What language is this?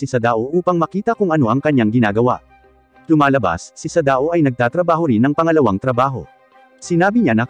Filipino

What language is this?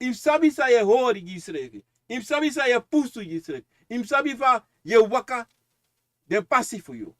Sranan Tongo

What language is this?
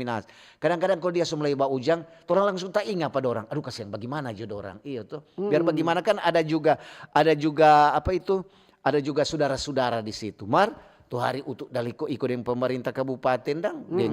Manado Malay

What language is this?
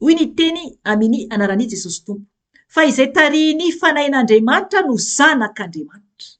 Malagasy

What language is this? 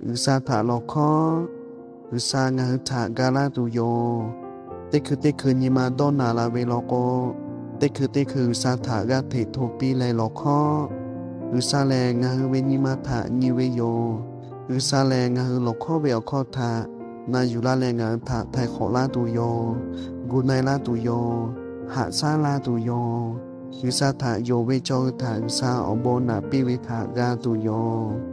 Lahu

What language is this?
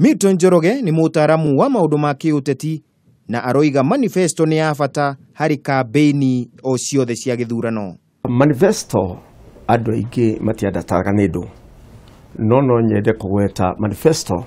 Kikuyu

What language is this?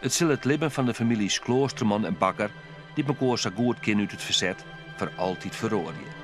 Western Frisian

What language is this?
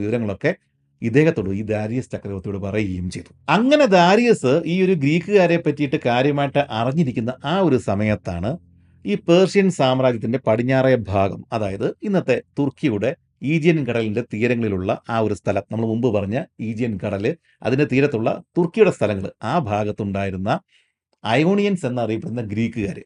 Malayalam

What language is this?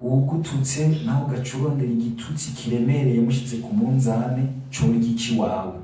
Rundi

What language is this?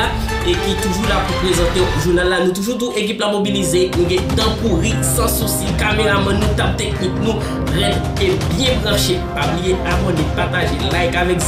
Haitian Creole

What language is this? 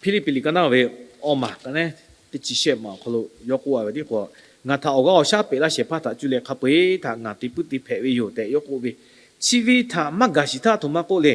Lahu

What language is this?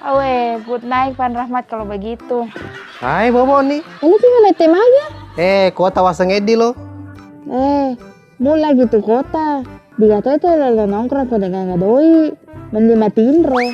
Buginese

